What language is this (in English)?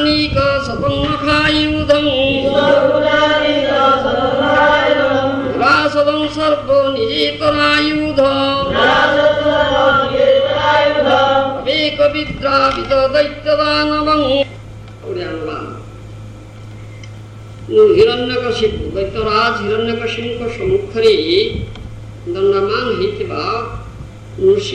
Odia